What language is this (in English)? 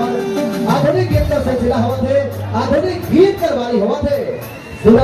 Sadri